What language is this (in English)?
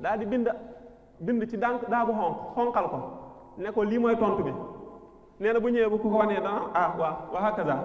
Wolof